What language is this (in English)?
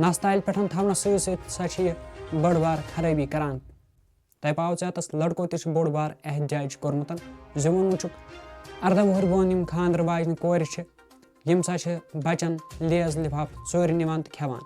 Kashmiri